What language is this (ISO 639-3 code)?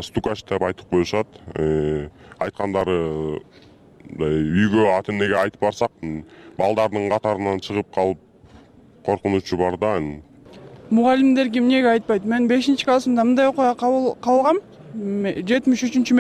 kir